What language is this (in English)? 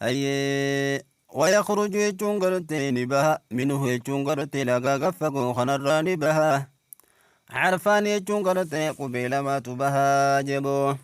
Oromo